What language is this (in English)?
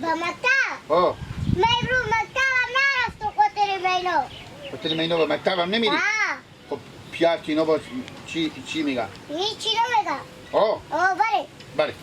Hazaragi